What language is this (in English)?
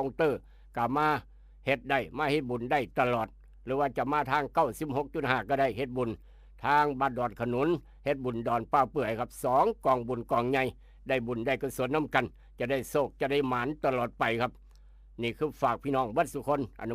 Northeastern Thai